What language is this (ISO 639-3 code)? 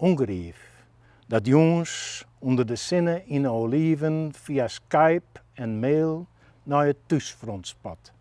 fry